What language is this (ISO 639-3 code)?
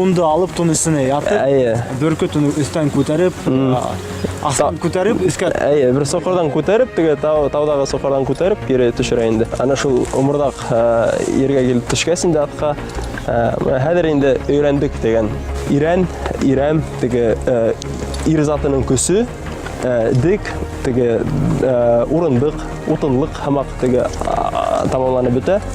bak